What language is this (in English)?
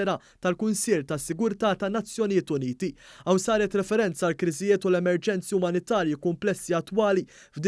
Maltese